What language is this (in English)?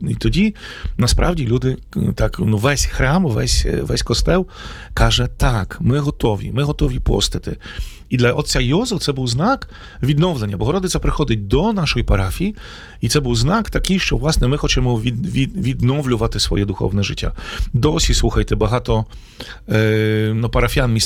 Ukrainian